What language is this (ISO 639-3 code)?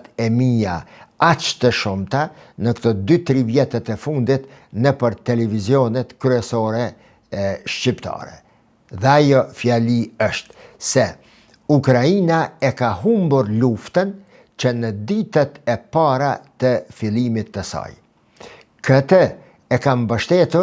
sqi